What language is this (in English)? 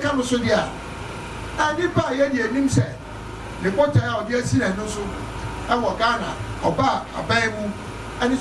Akan